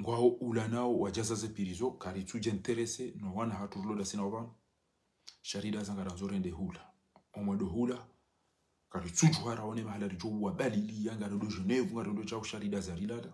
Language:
Ngazidja Comorian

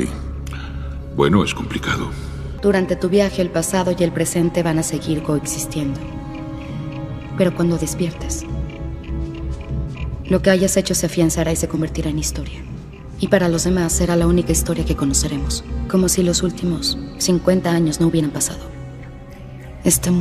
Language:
Spanish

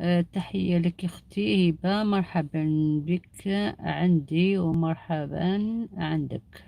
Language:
Algerian Arabic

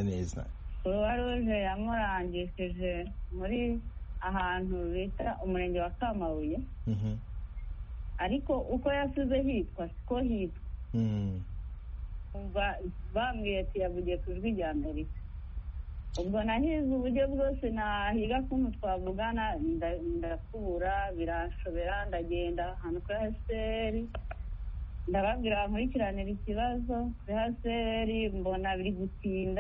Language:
Kinyarwanda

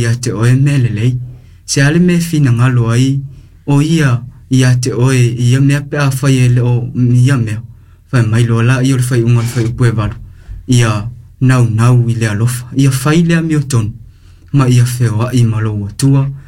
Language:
Samoan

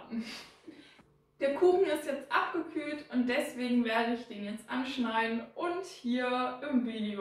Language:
German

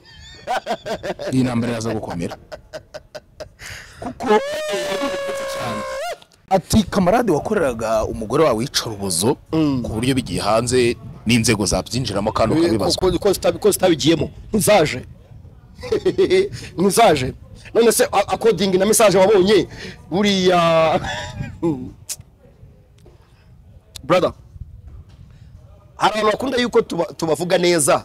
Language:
Kinyarwanda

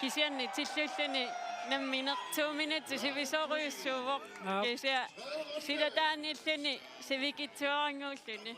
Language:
Kalaallisut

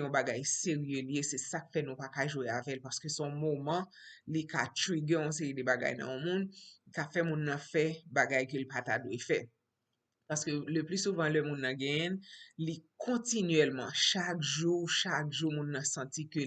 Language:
Haitian Creole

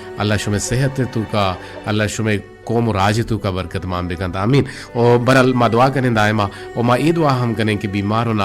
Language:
Baluchi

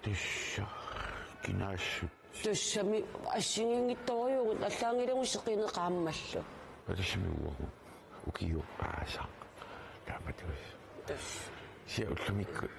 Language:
Kalaallisut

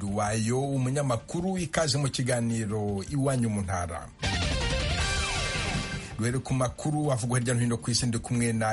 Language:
Kinyarwanda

